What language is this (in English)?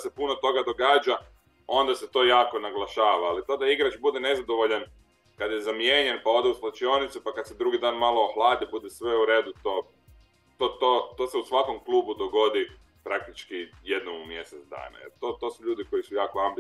Croatian